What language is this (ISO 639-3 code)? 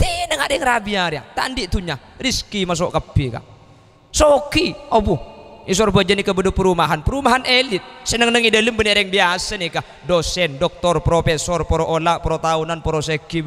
mad